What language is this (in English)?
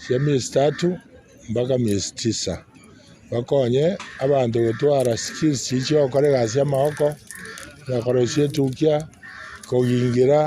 Gusii